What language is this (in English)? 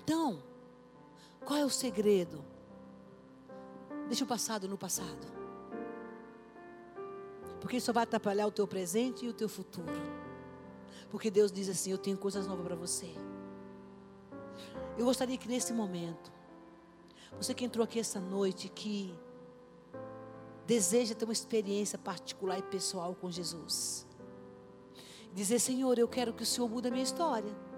Portuguese